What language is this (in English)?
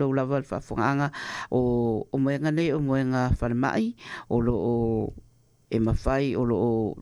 Samoan